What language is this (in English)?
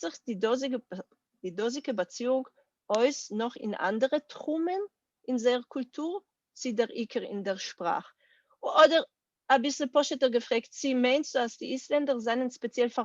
Yiddish